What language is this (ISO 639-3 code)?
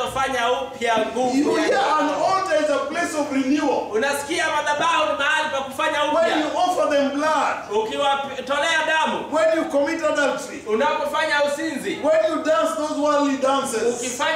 swa